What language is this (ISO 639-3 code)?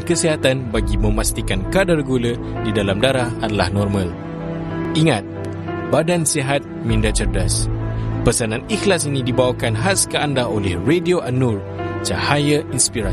msa